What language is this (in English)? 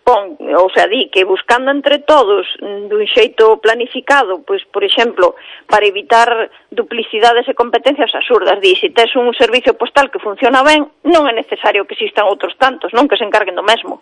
Galician